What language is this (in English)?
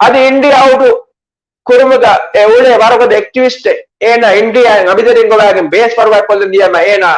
Divehi